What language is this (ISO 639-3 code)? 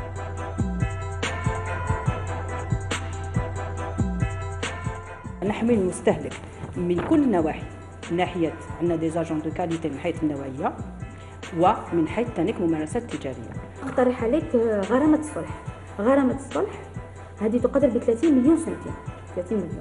arq